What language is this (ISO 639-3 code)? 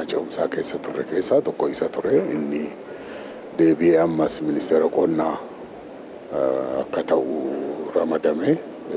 orm